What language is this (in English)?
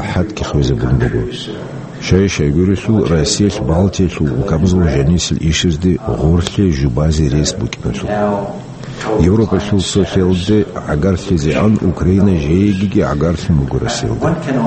Avaric